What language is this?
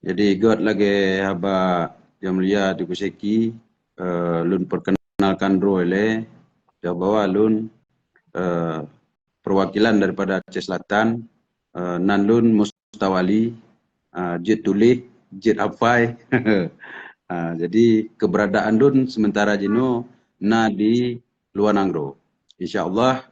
Achinese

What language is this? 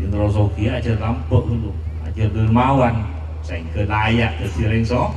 Madurese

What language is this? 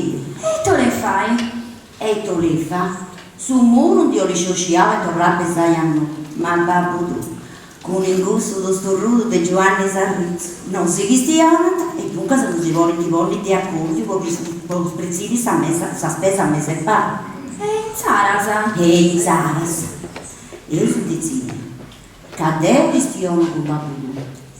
Sardinian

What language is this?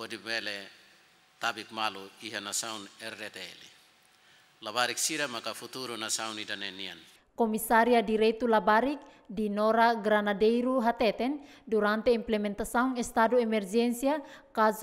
Tetum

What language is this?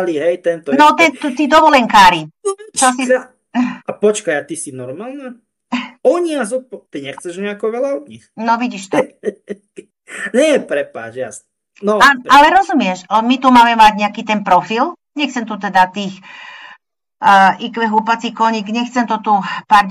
Slovak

